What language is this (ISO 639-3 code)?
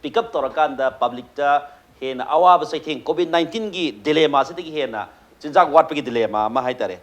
mni